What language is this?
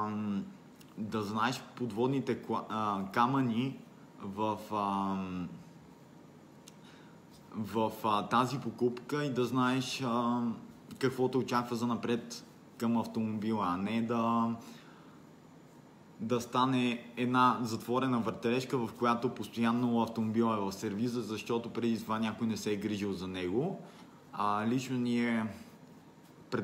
Bulgarian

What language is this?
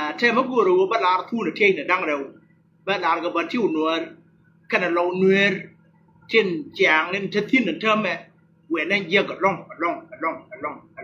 Nuer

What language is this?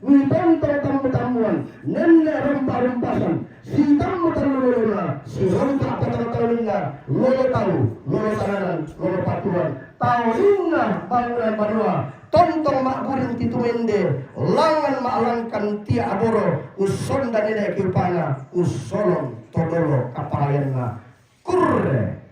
Toraja-Sa'dan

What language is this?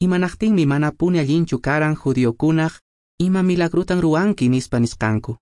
Quechua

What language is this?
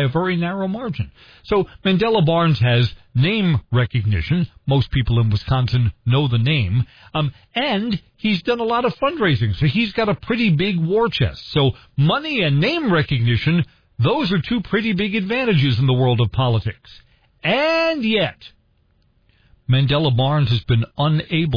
English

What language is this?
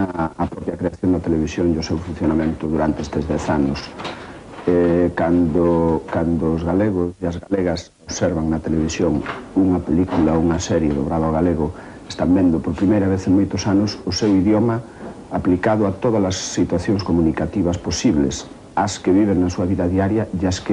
Galician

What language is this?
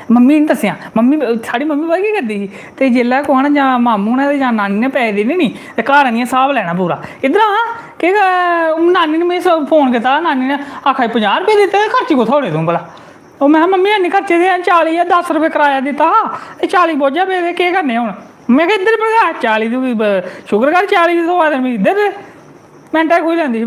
Dogri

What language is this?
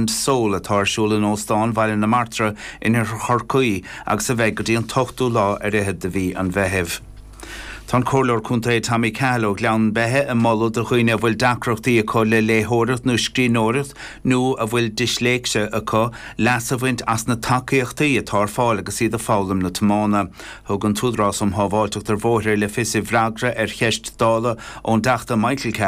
Irish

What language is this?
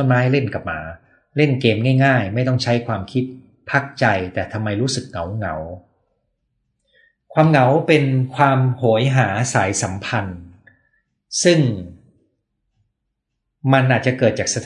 Thai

